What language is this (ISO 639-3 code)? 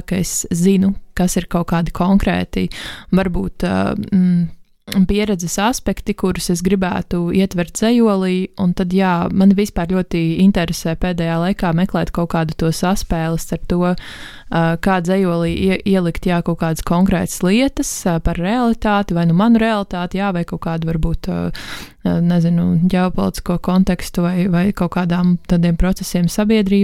lav